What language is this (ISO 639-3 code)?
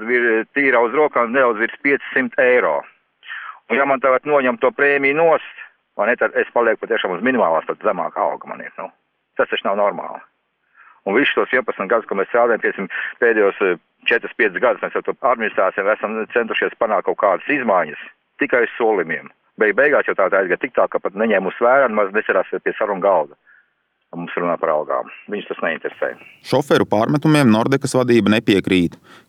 lav